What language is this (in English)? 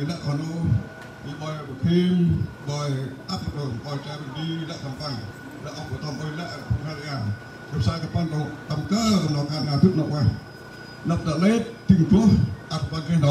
Central Mnong